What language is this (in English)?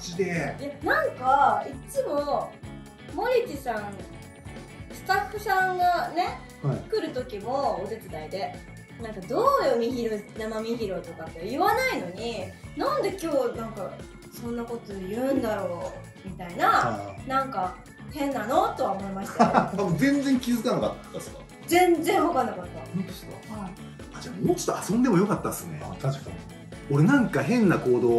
Japanese